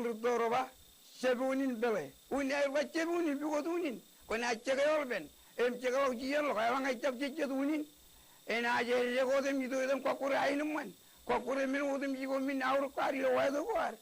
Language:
Marshallese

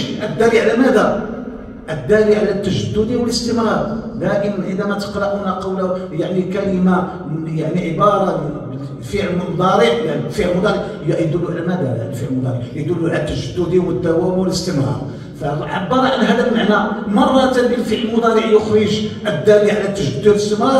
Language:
Arabic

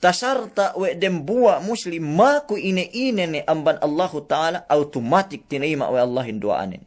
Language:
Yakan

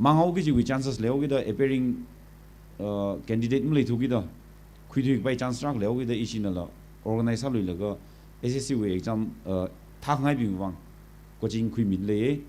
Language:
Tangkhul Naga (India)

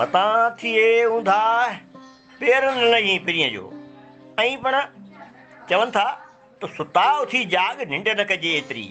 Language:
Sindhi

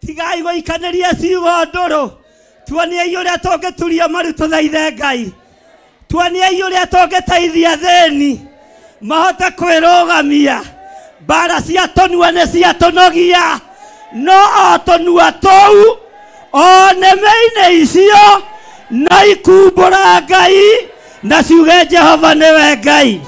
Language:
Kikuyu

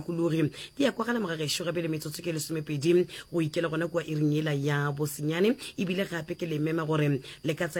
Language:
Northern Sotho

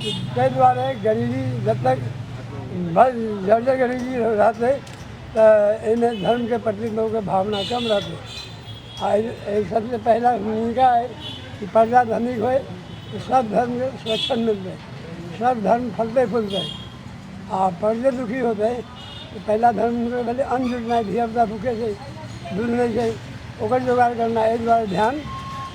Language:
Maithili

